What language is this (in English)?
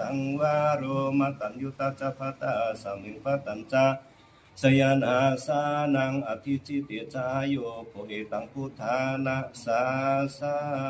Pali